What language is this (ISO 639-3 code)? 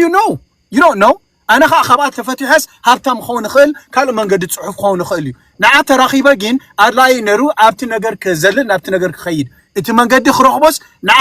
tir